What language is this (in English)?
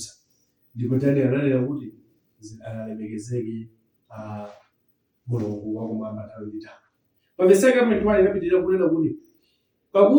Nyanja